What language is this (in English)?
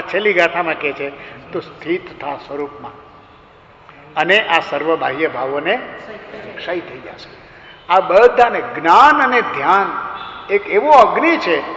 Gujarati